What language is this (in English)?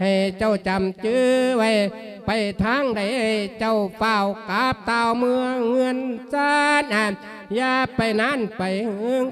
Lao